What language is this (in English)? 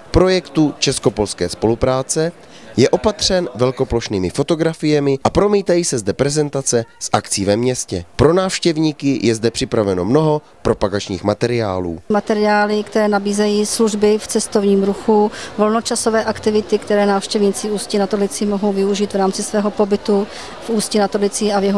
Czech